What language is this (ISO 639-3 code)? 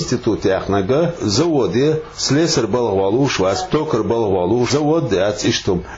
che